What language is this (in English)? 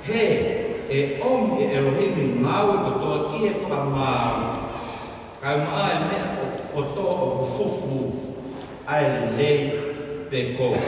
Tongan